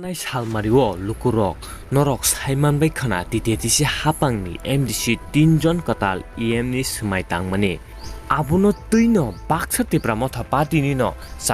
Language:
Kok Borok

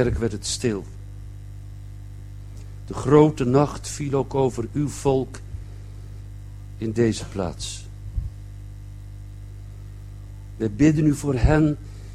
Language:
Dutch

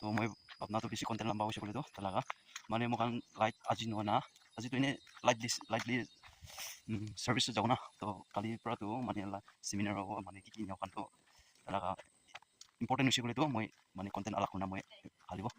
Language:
Naga Pidgin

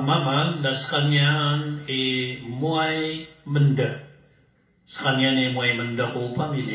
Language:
Maranao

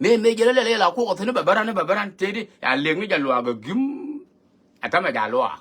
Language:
Nuer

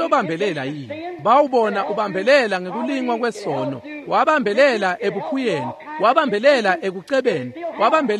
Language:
Swati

